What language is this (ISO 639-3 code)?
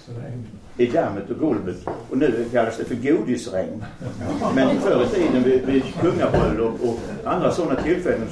swe